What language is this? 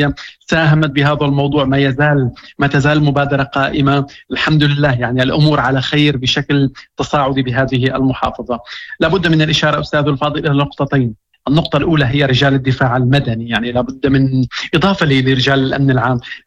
Moroccan Arabic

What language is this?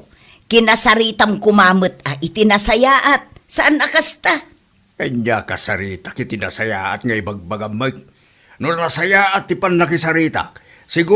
Iloko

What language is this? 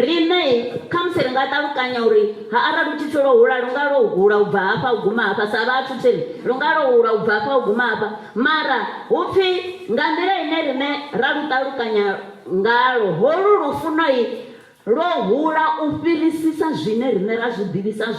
Venda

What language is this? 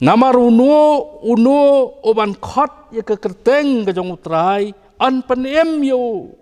Khasi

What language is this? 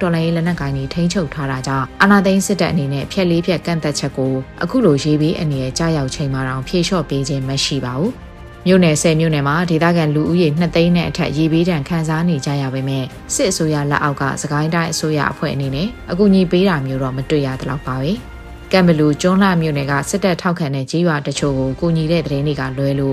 Burmese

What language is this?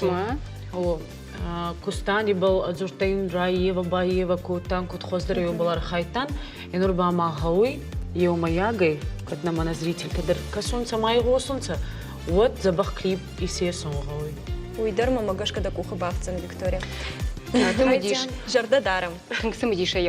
Ossetic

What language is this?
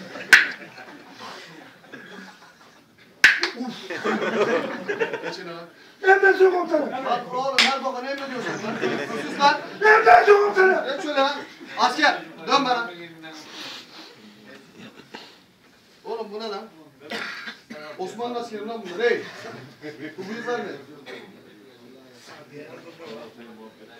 Turkish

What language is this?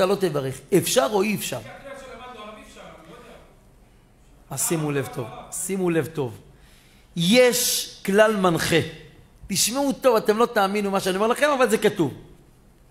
Hebrew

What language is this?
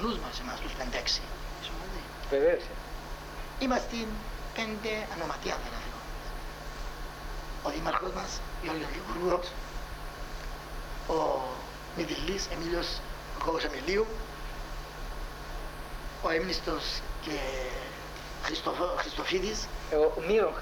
Greek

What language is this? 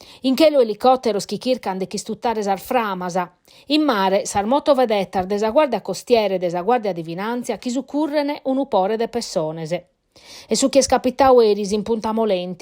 Sardinian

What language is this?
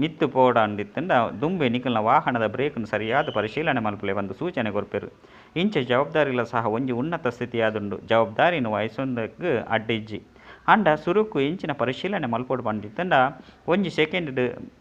Tulu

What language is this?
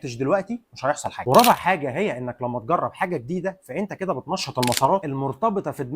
Egyptian Arabic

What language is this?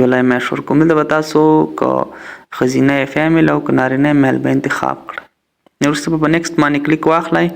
Pashto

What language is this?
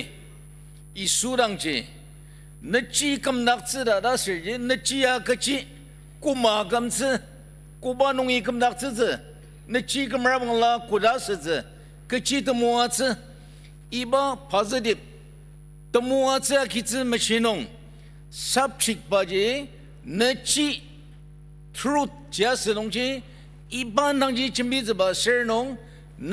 Ao Naga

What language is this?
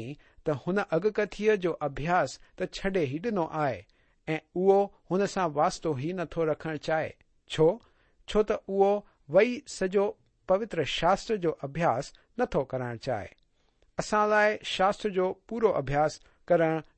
Sindhi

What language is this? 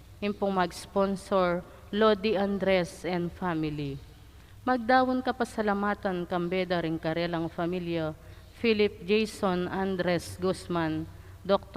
Pampanga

